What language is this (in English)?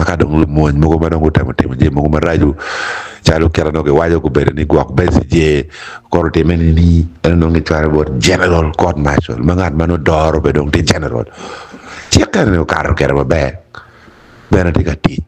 Acoli